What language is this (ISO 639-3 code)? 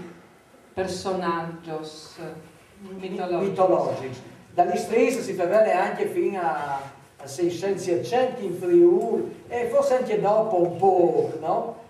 fur